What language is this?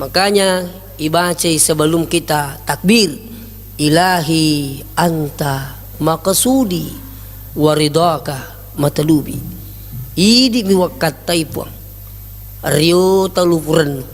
Buginese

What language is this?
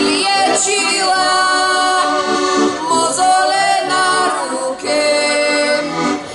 Slovak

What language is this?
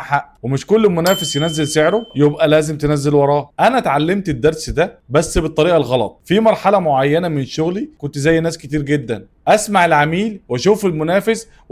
Egyptian Arabic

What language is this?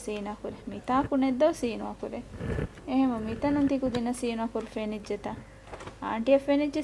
Divehi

